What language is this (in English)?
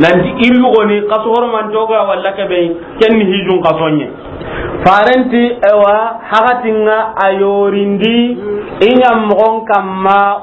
Soninke